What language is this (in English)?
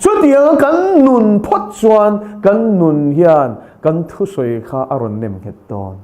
Mizo